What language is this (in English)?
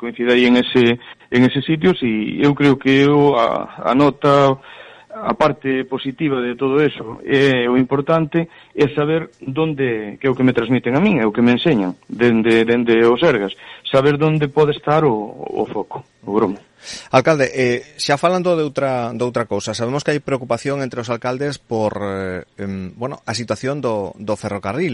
Galician